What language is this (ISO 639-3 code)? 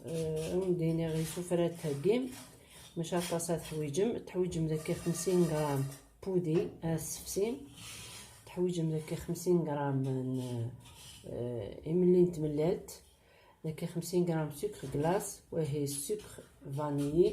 kab